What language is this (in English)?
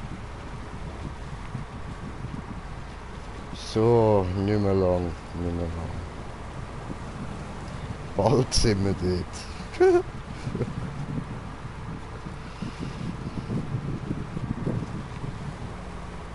German